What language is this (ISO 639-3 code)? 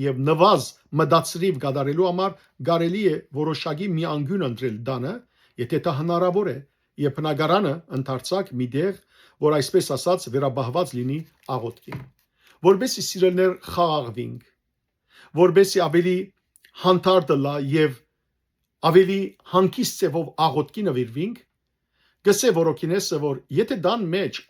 hyw